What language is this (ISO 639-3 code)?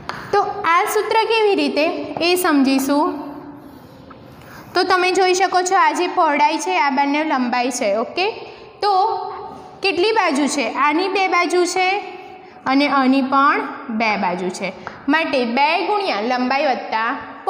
guj